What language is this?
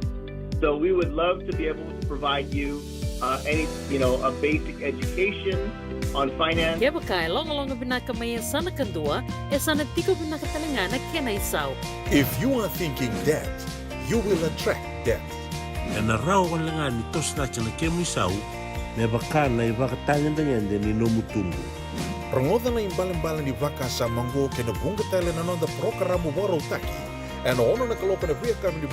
Fijian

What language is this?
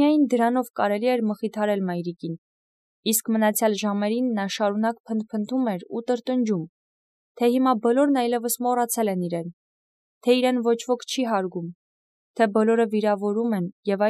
Armenian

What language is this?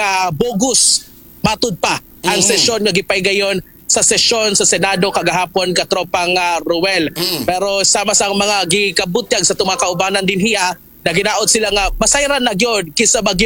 Cebuano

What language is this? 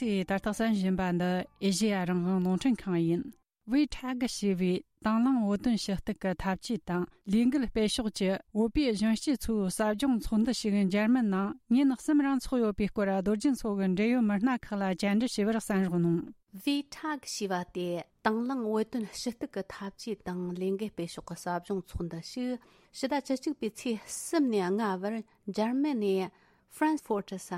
Tibetan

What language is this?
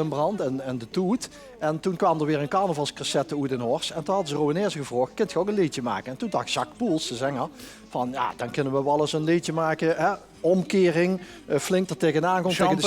Limburgish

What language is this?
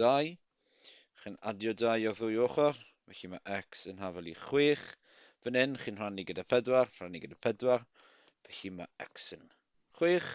Welsh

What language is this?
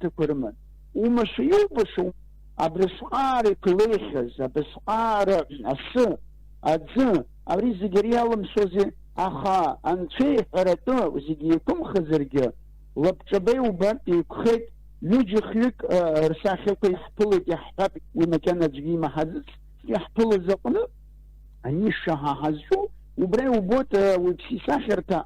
Abkhazian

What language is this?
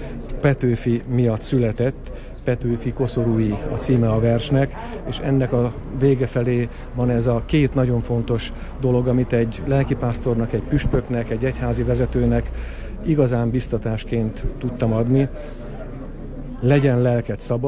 Hungarian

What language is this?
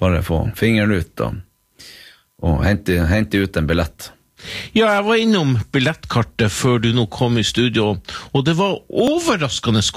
Norwegian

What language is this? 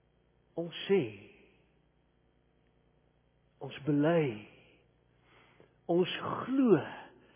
Afrikaans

